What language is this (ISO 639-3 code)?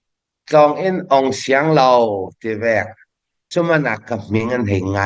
cfm